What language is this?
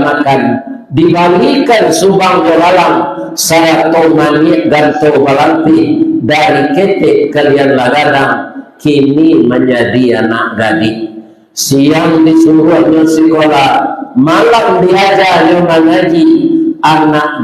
Minangkabau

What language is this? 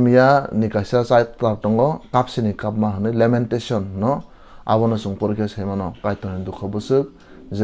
Kok Borok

